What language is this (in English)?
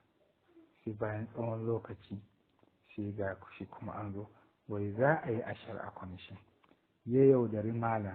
Hausa